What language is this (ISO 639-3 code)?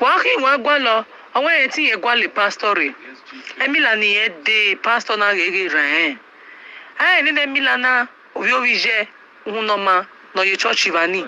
pcm